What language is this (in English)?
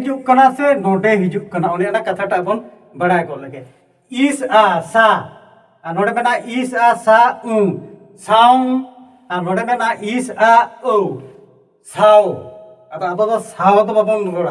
Santali